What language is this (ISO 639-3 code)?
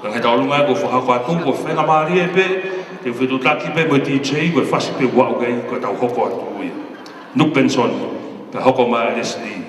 ton